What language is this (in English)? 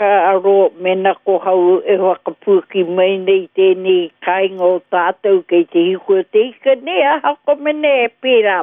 Māori